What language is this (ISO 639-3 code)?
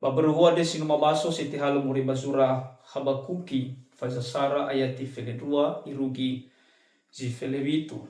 nia